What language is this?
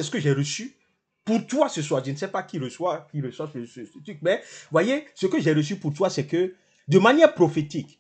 French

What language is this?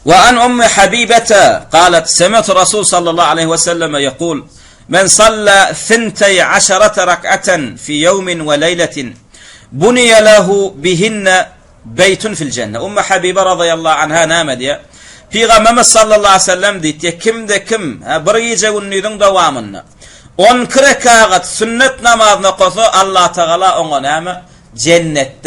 Turkmen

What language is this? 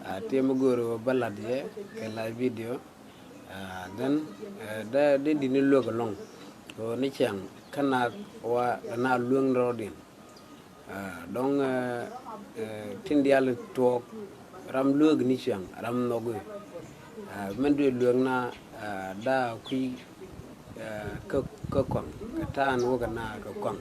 Nuer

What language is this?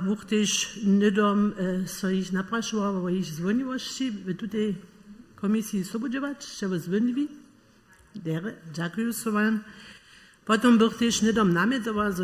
Upper Sorbian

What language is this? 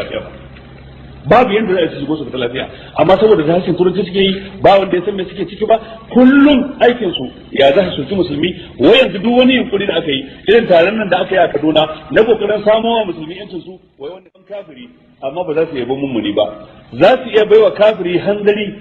Hausa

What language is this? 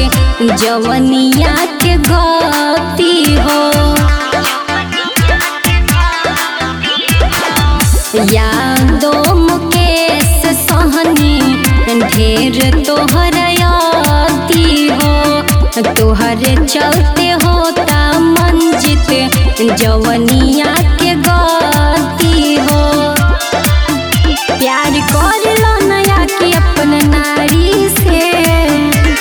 Bhojpuri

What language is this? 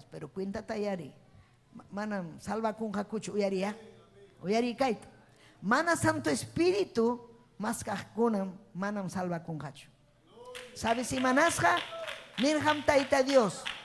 Ayacucho Quechua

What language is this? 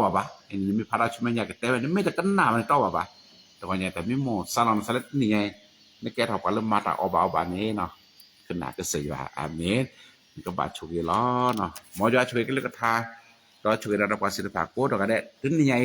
S'gaw Karen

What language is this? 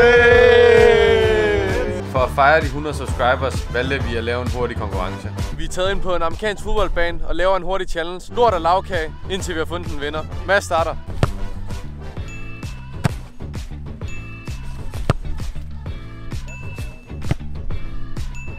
Danish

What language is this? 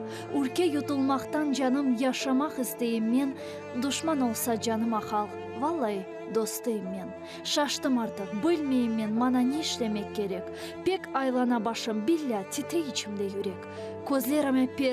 Crimean Tatar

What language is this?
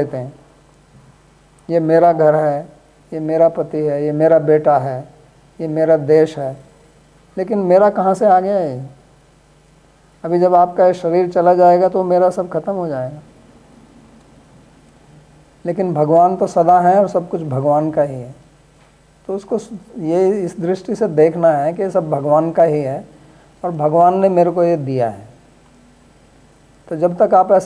Hindi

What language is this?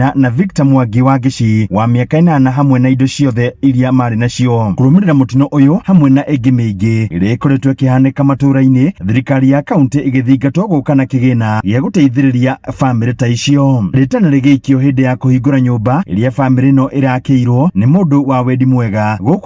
Kikuyu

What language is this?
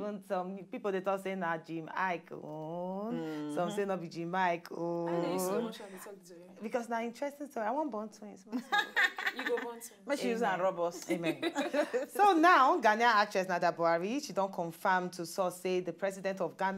Nigerian Pidgin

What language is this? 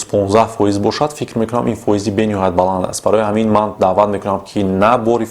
Tajik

